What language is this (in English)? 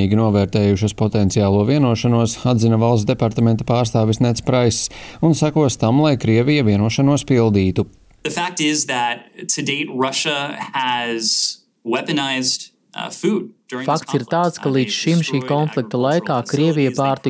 Latvian